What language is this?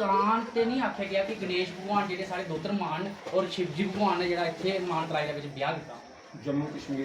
Dogri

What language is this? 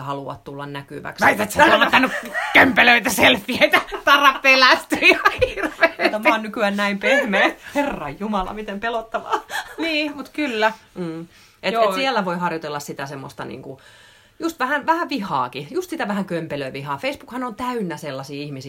Finnish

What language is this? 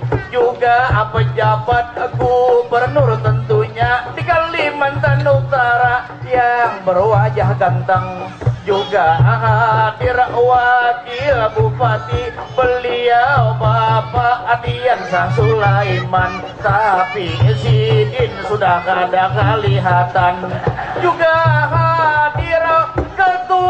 Banjar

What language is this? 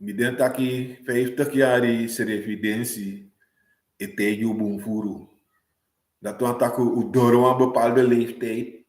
Sranan Tongo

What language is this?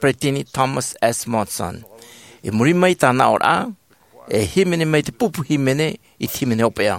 Tahitian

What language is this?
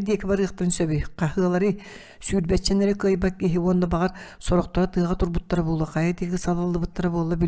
Yakut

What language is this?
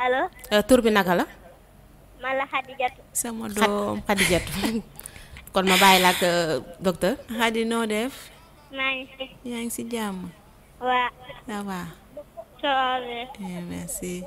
Wolof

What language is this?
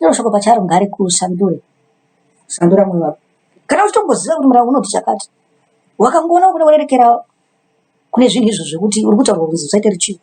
Shona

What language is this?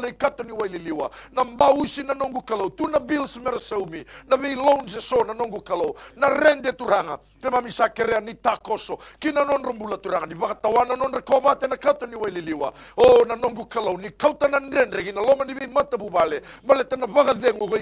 Fijian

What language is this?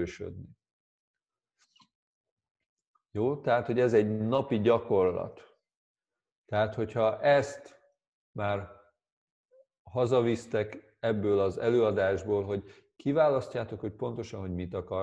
Hungarian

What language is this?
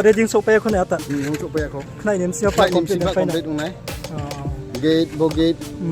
Riang (India)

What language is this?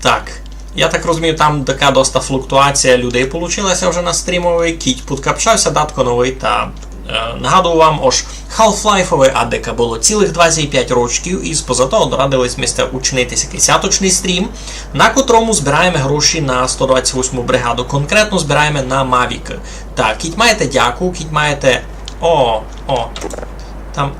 Rusyn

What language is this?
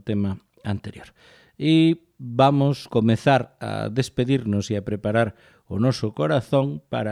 Galician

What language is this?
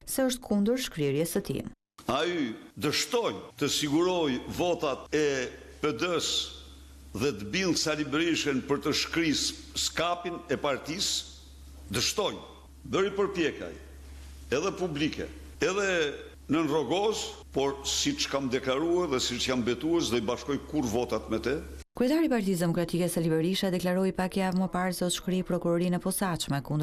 Albanian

